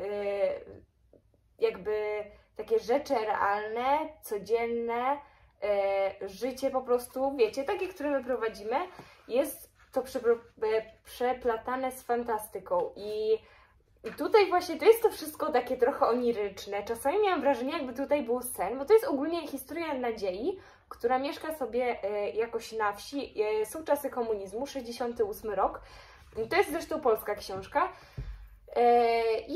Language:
Polish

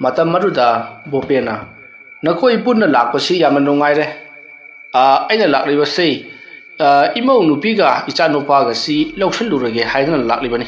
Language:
Manipuri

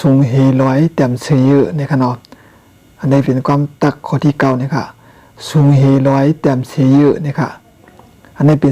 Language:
Shan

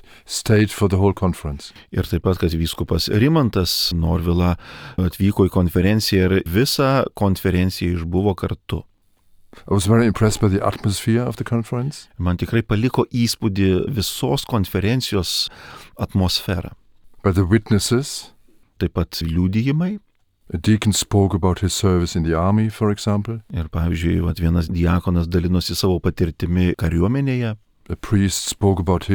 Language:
Lithuanian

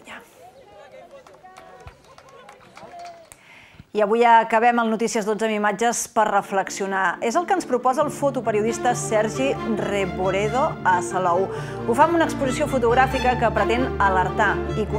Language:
Catalan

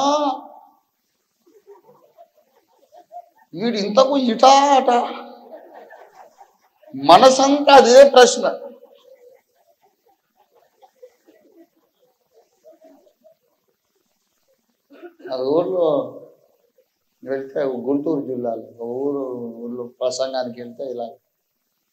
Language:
Telugu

